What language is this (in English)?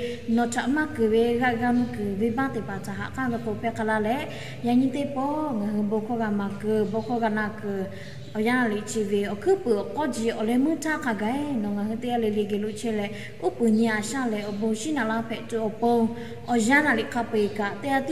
Lahu